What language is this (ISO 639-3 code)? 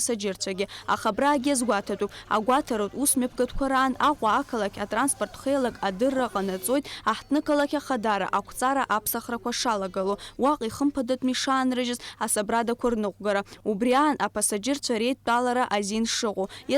abk